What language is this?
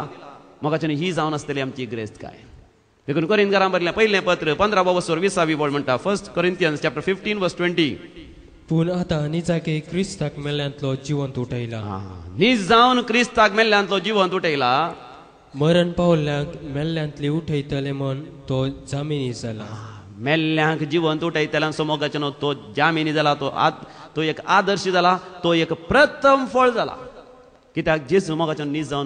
Konkani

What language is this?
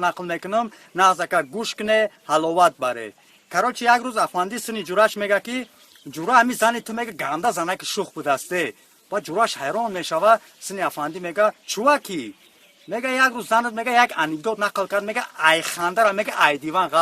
Tajik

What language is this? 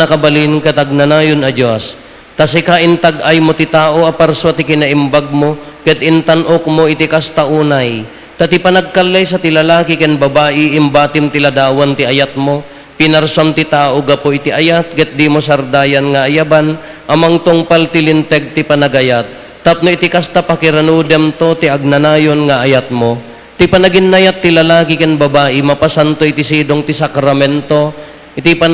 Iloko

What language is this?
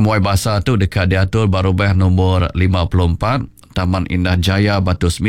Iban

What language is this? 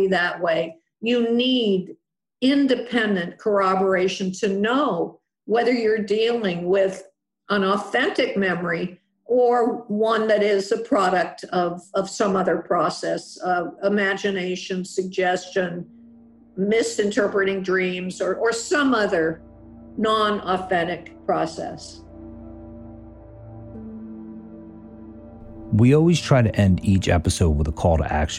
English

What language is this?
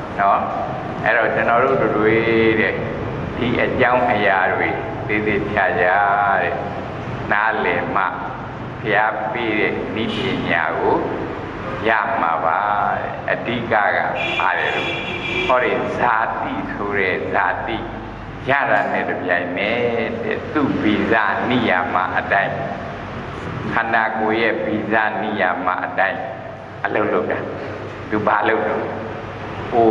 Burmese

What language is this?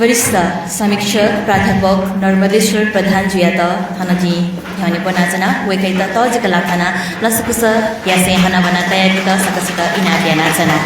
Newari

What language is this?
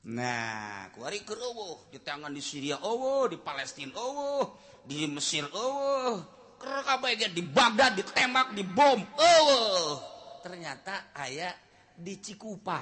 Sundanese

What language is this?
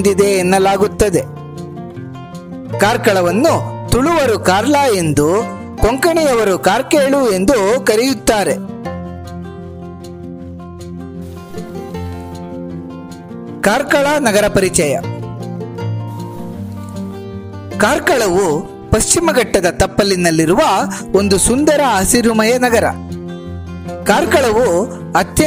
Kannada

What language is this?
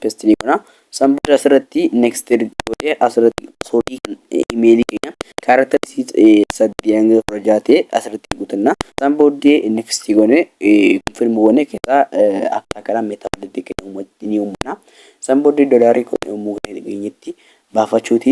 Oromo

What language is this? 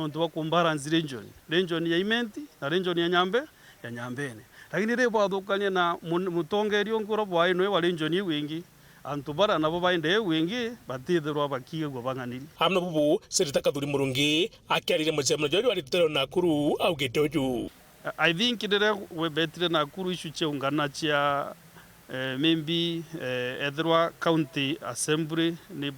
Meru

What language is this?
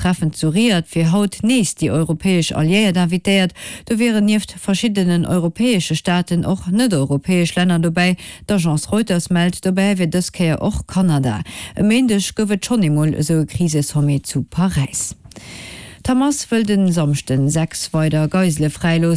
Luxembourgish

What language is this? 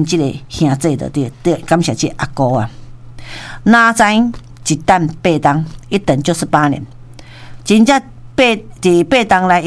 Min Nan Chinese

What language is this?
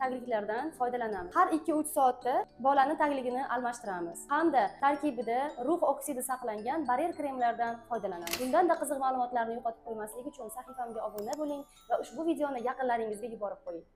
Uzbek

